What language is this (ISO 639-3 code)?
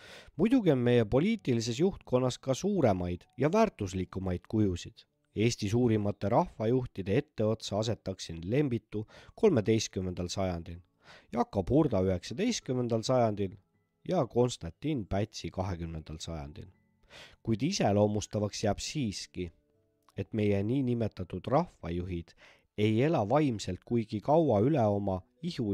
est